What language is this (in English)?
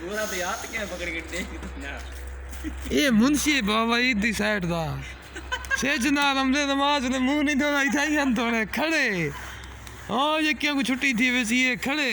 Saraiki